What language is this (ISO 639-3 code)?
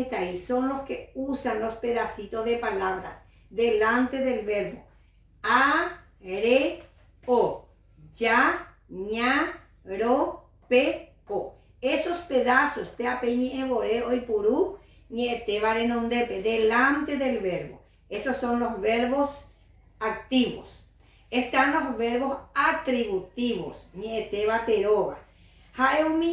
grn